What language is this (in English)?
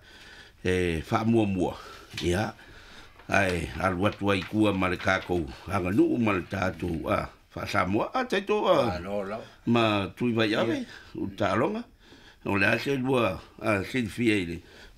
Samoan